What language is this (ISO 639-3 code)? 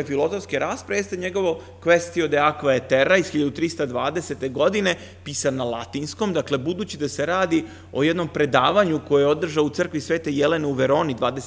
srp